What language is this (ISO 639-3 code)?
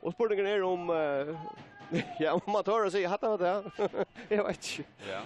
fao